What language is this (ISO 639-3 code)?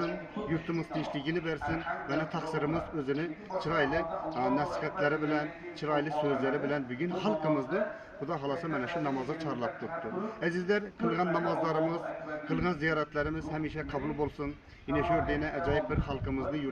uzb